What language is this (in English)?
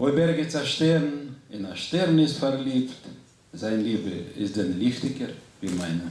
Yiddish